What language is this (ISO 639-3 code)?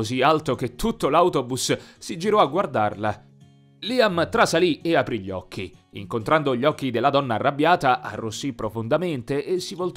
ita